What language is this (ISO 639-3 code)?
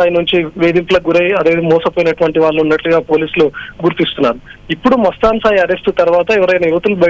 tel